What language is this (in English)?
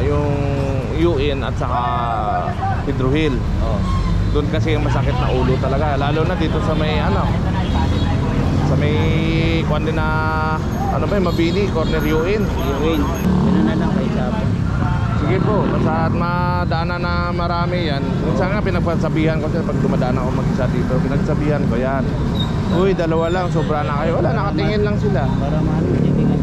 Filipino